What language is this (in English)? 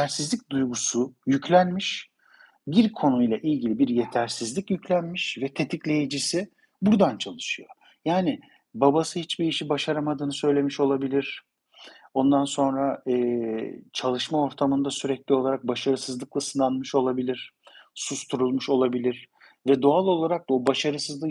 Turkish